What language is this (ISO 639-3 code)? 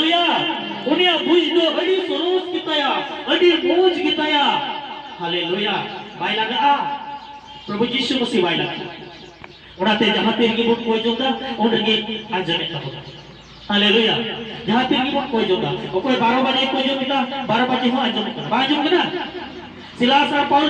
sat